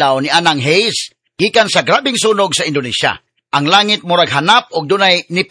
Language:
Cebuano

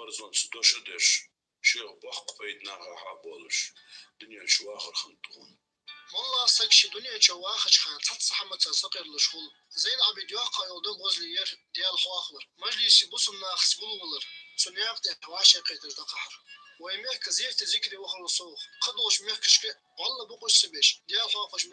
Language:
Ingush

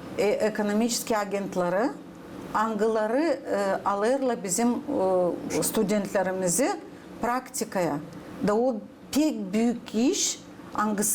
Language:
Gagauz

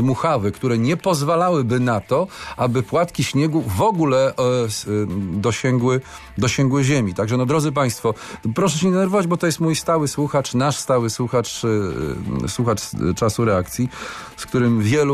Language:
Polish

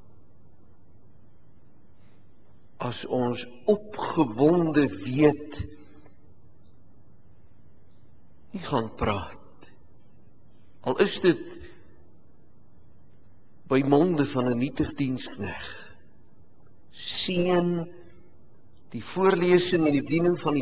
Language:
Afrikaans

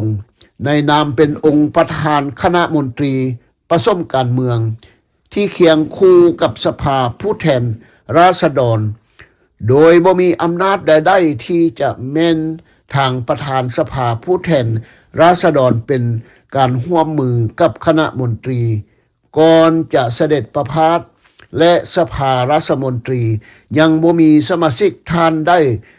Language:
Lao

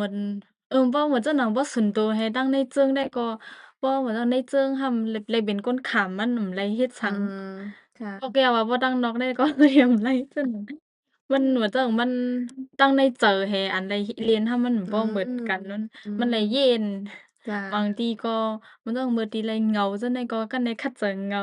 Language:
Shan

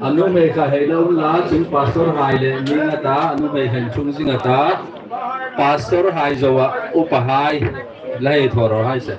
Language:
Hmar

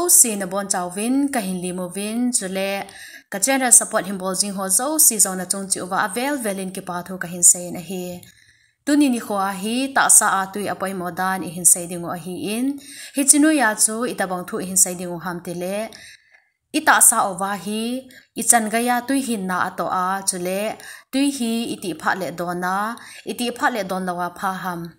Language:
Thado Chin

